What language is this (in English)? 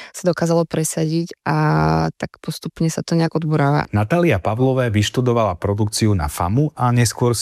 Slovak